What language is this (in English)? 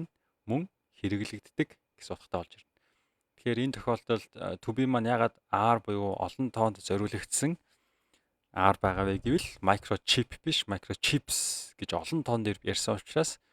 Mongolian